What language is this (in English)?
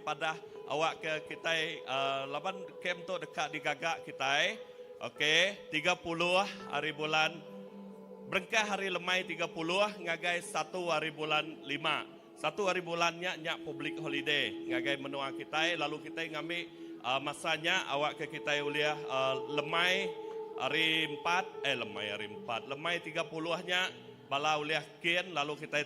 Iban